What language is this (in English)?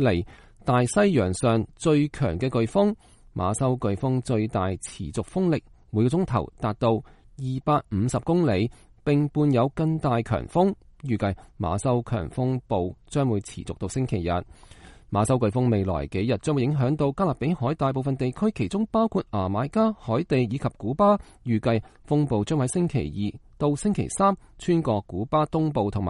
Cantonese